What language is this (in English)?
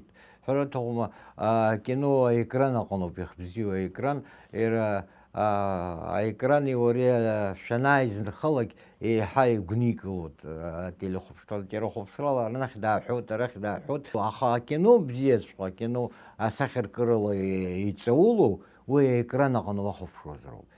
Abkhazian